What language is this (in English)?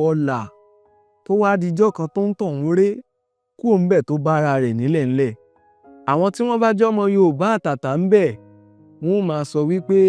Yoruba